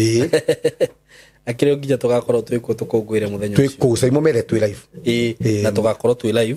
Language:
Kikuyu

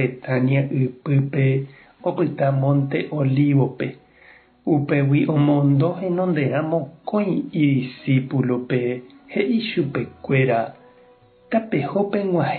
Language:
Guarani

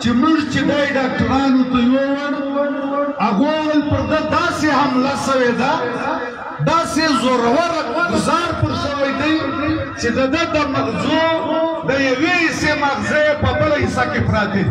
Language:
Pashto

